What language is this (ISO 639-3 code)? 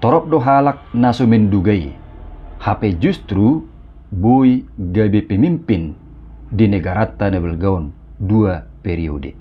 bbc